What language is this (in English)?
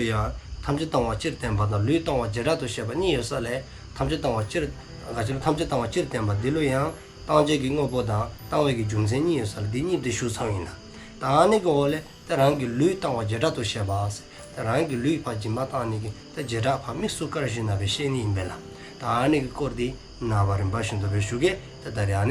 Dzongkha